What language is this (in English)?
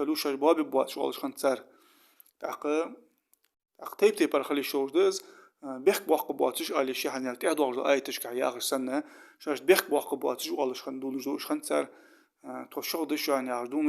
Ingush